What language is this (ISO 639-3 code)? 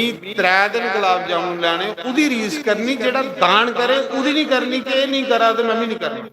doi